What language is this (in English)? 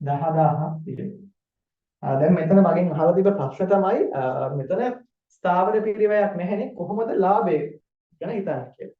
Sinhala